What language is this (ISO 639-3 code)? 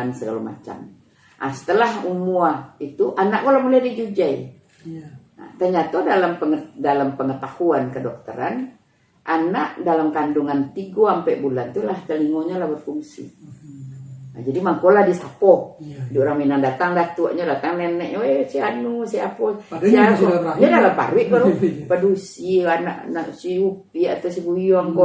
min